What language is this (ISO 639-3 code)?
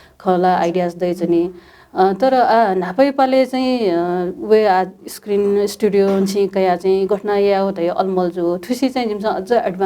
new